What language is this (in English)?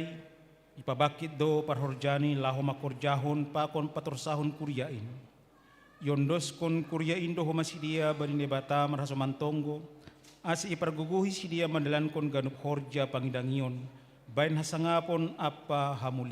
Batak Simalungun